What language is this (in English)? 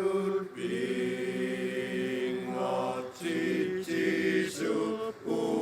Kalaallisut